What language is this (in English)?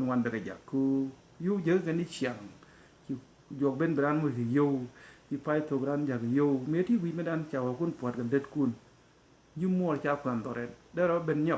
Nuer